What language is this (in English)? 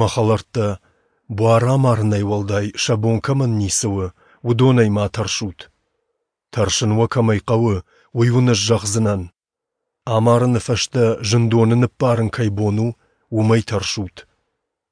Ossetic